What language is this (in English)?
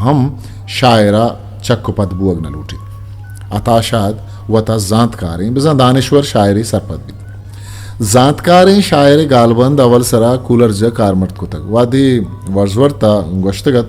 Eastern Balochi